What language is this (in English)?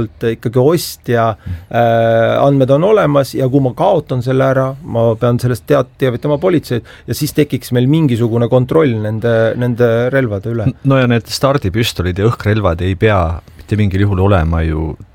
Estonian